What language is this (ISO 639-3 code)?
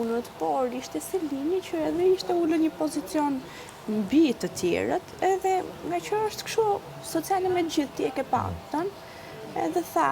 sqi